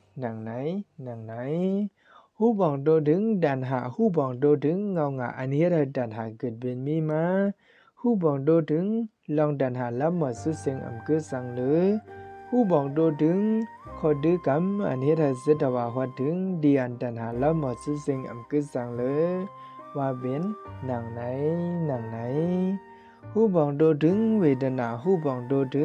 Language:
Shan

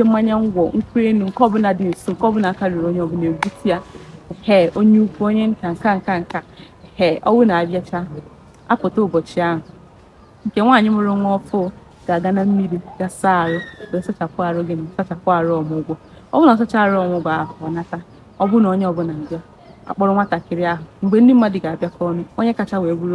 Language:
Igbo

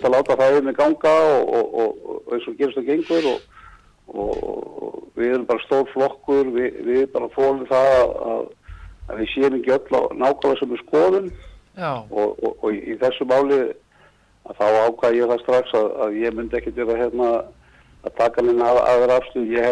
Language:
Icelandic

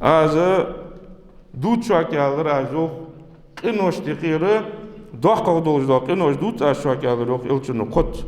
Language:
Ingush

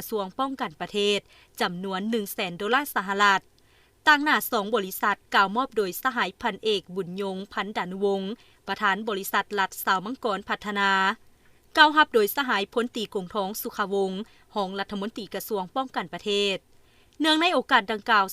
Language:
Lao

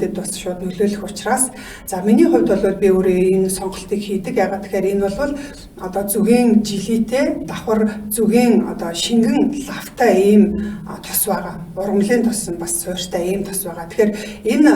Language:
Mongolian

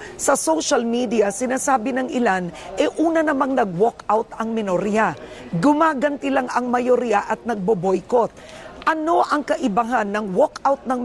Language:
Filipino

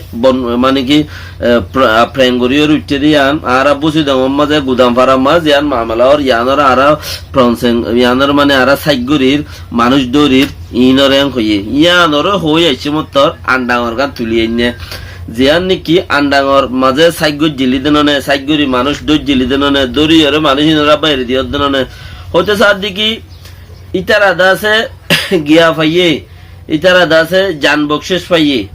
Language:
Rohingya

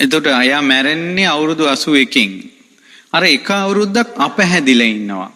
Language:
Sinhala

